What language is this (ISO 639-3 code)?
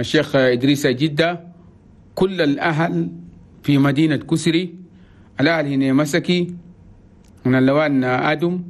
shu